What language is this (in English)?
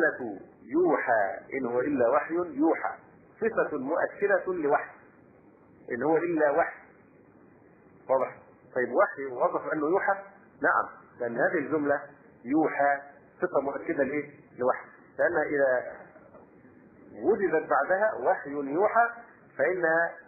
Arabic